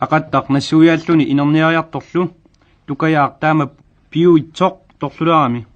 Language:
Kalaallisut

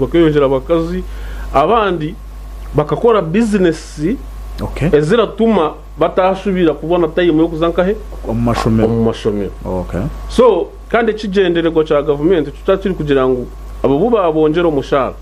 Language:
Nyankole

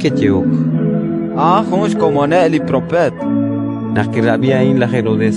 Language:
Kekchí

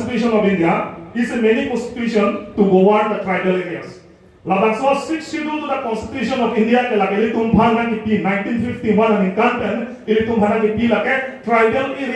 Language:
Karbi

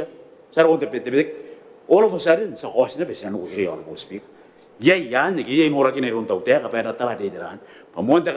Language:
Gilbertese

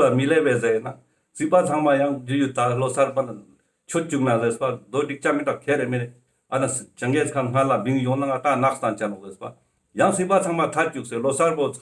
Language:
Ladakhi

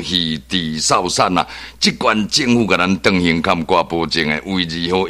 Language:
Min Nan Chinese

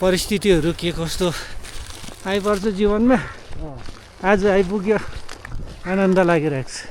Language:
Nepali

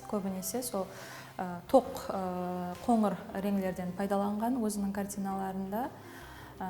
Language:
Kara-Kalpak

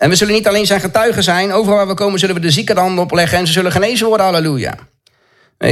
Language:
Dutch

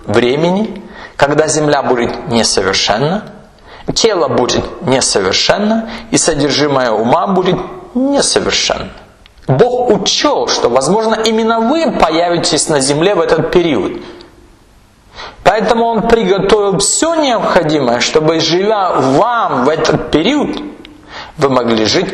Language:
Russian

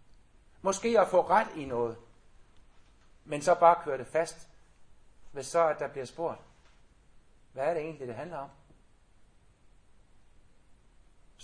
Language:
Danish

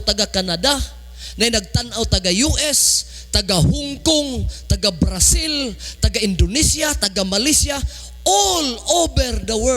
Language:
Cebuano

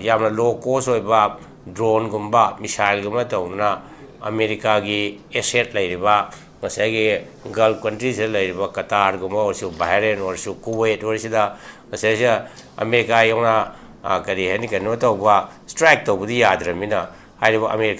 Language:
Manipuri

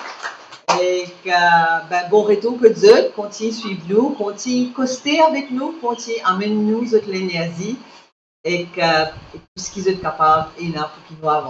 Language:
Morisyen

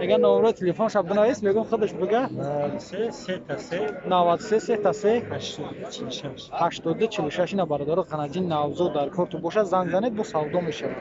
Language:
Tajik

